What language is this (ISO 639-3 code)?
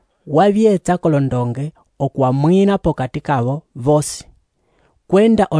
umb